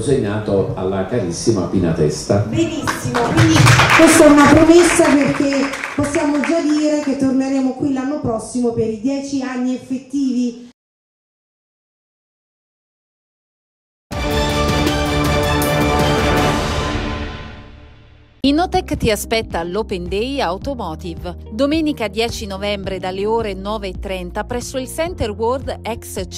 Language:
Italian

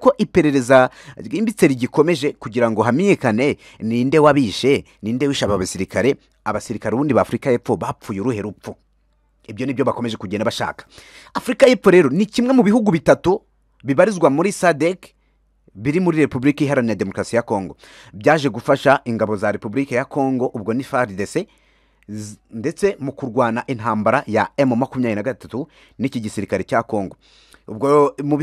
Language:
Kinyarwanda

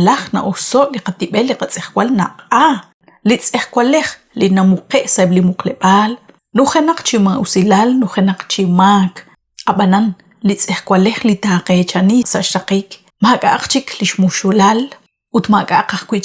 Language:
Kekchí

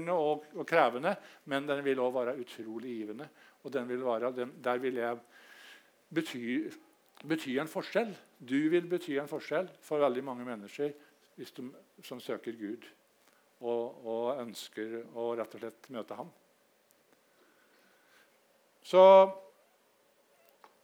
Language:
Norwegian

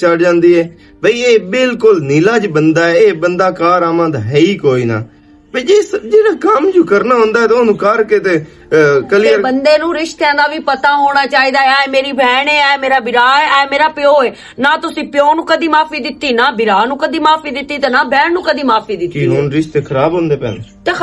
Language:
Western Panjabi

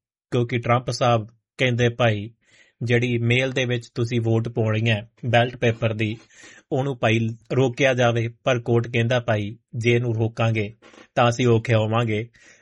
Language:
Punjabi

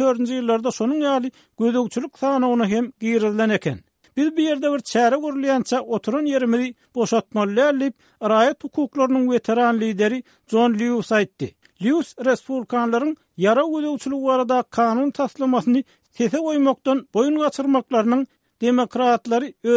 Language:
Turkmen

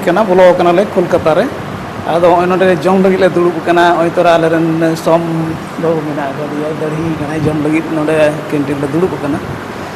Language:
Santali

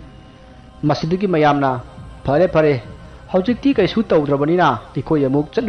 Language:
Manipuri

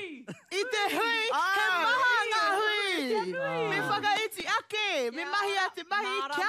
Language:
Māori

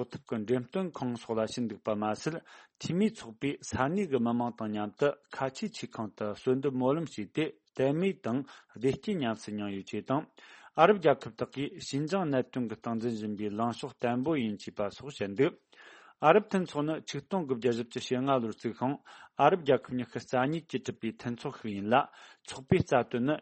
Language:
Tibetan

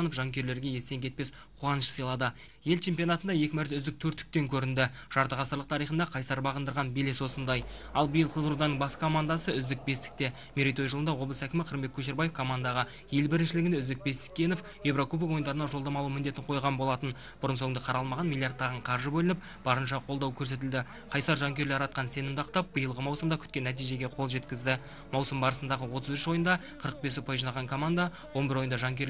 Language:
Kazakh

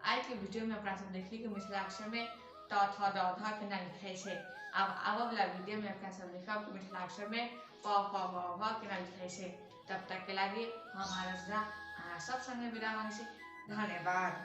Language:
Maithili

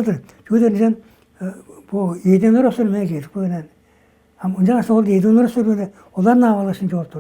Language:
Tuvinian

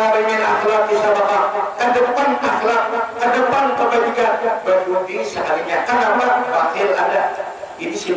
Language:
Banjar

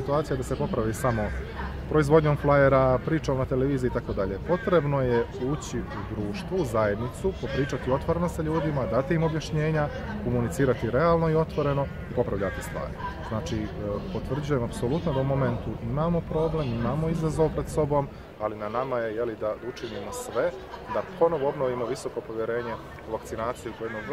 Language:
Bosnian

